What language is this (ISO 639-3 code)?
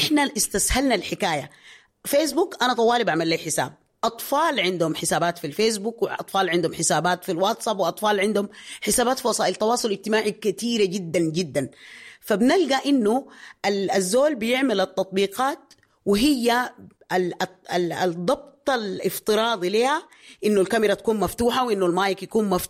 apd